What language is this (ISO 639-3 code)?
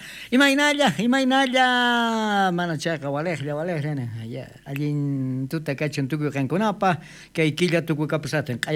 quh